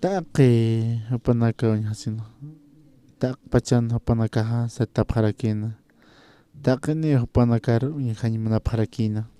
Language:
Aymara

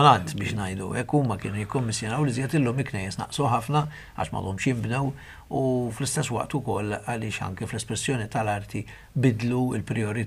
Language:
Maltese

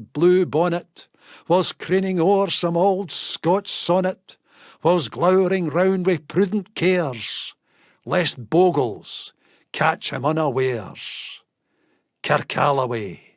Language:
Scots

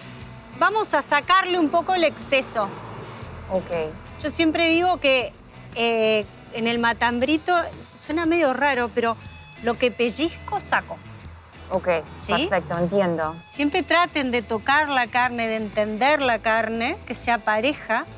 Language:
Spanish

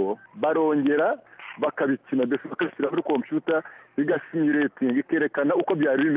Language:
Kinyarwanda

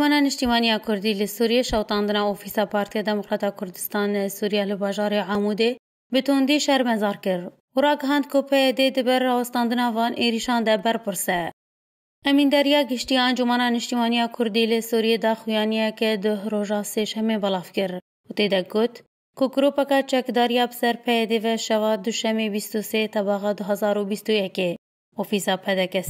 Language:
Kurdish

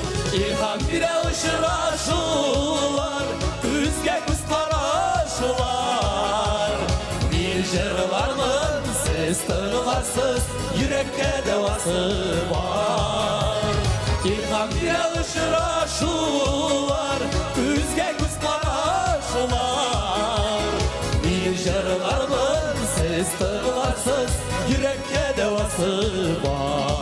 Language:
Tatar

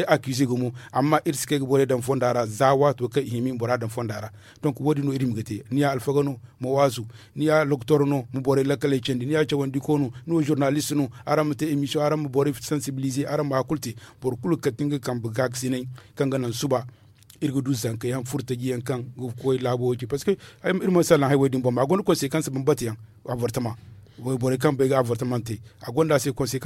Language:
Zarma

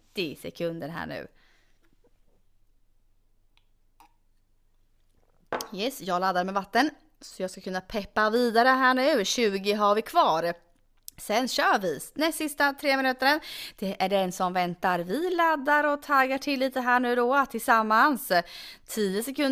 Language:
Swedish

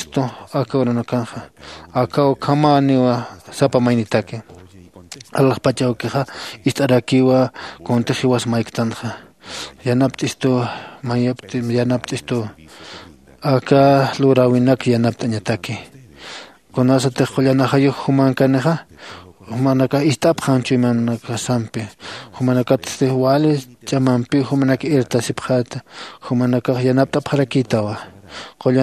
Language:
Aymara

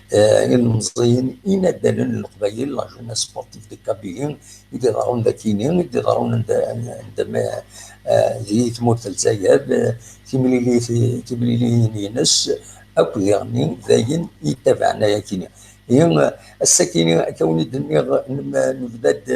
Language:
Kabyle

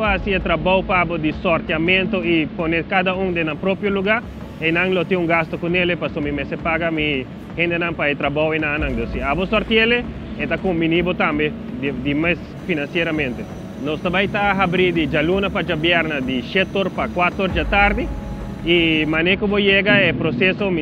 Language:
Papiamento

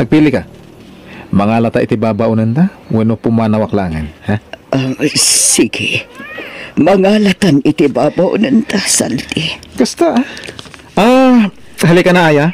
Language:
Iloko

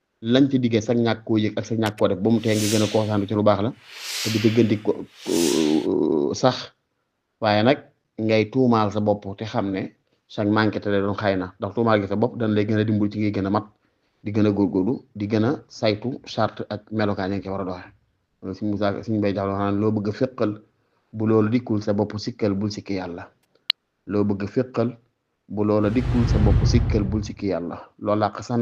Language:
Wolof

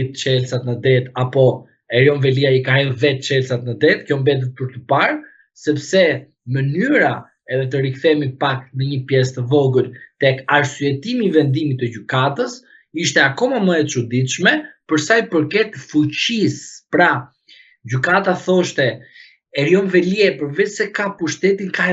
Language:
Albanian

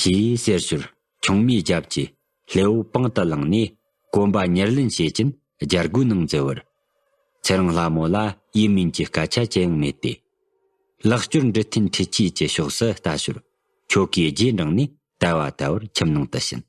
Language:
Tibetan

